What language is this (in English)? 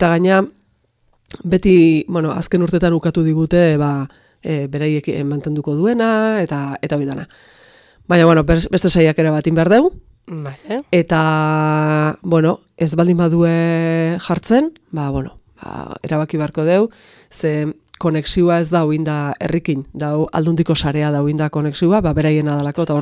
Basque